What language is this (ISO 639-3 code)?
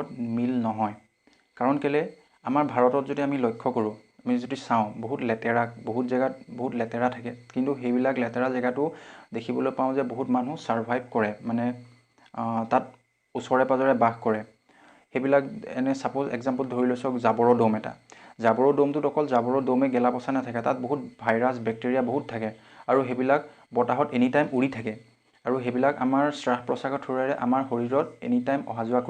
asm